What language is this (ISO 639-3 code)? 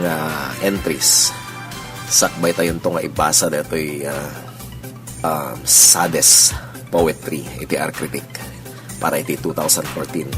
ilo